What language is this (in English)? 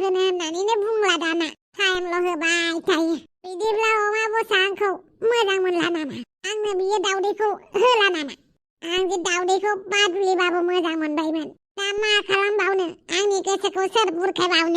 Bodo